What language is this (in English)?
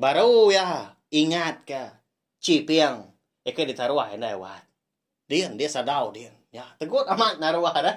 Iban